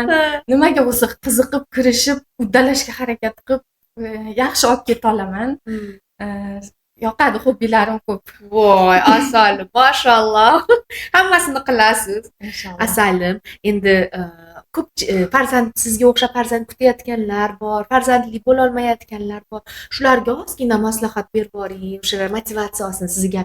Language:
Uzbek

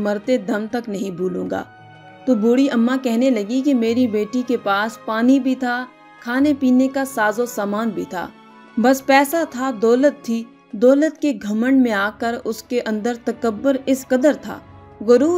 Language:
Urdu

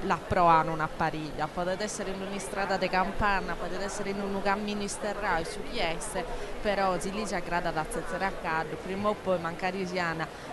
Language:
Sardinian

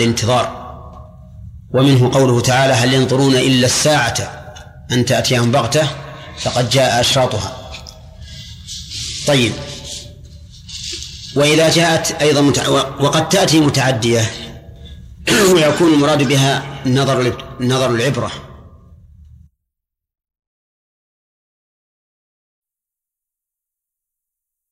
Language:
Arabic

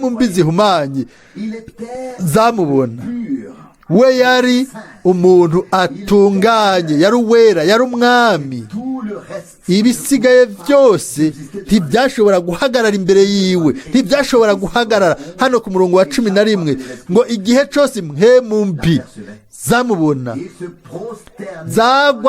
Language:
Rundi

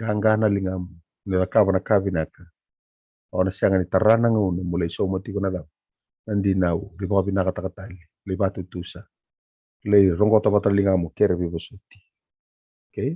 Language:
Fijian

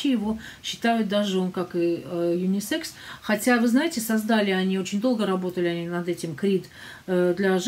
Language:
Russian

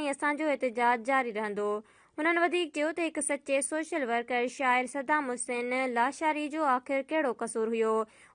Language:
Sindhi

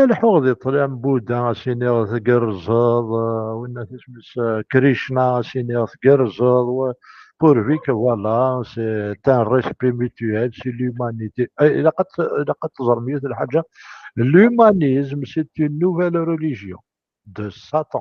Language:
Kabyle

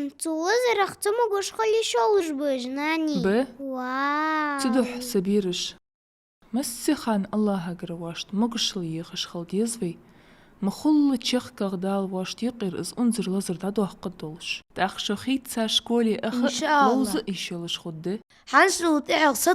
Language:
Ingush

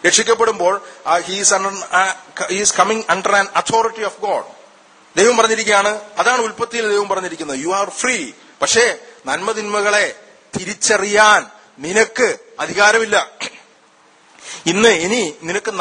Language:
Malayalam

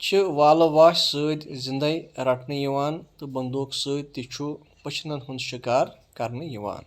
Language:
Kashmiri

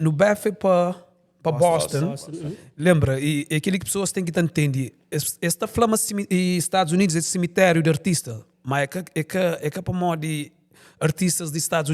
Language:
Kabuverdianu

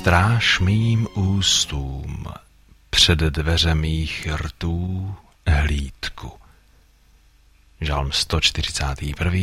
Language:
Czech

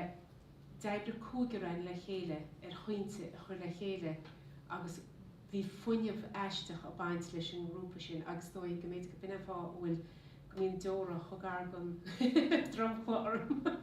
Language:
Irish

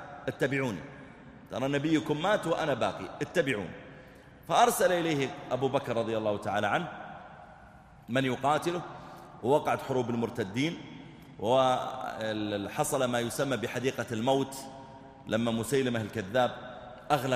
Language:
Arabic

